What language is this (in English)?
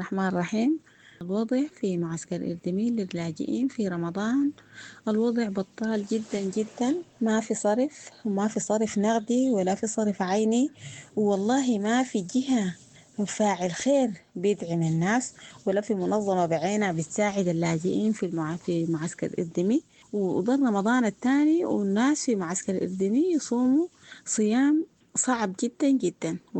Sudanese Arabic